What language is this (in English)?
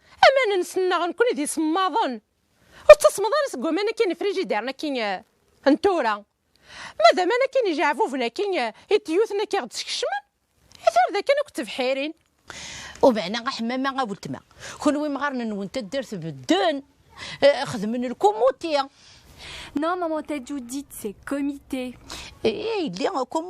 Kabyle